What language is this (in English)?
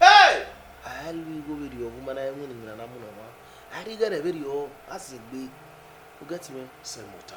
Bini